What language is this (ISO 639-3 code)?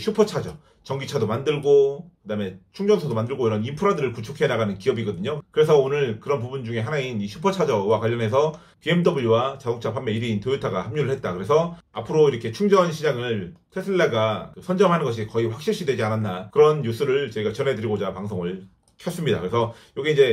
kor